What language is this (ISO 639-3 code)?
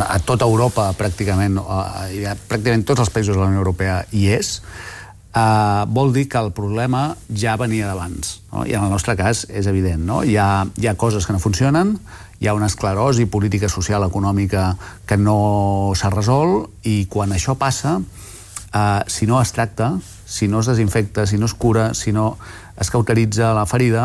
cat